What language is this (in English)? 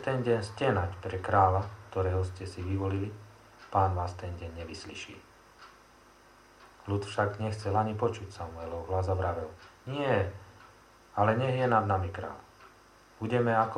Slovak